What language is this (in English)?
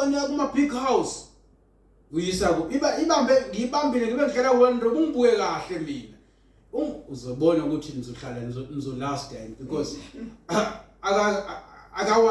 Zulu